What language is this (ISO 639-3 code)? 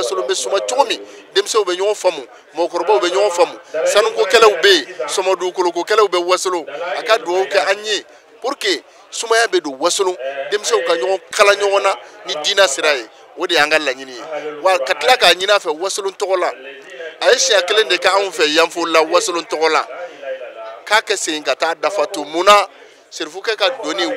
bam